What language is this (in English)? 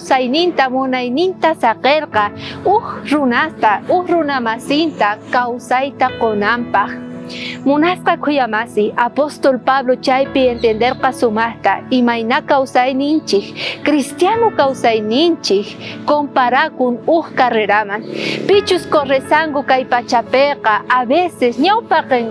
South Bolivian Quechua